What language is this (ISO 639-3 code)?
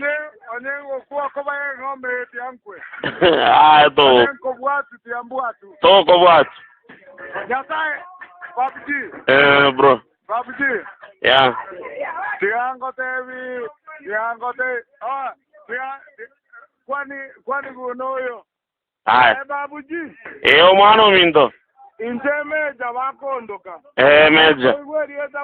guz